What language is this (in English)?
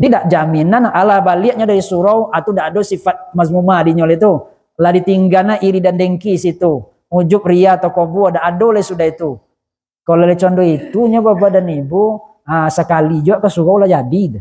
Minangkabau